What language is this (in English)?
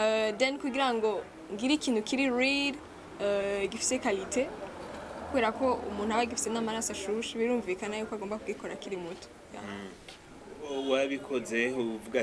Rundi